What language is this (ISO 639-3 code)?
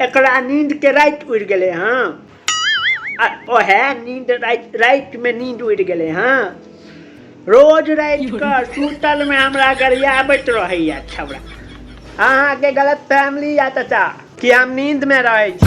mai